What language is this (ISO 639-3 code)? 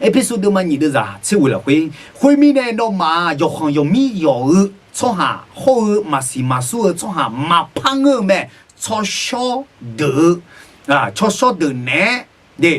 ahk